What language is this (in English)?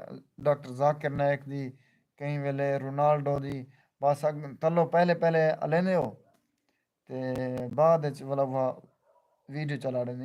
Saraiki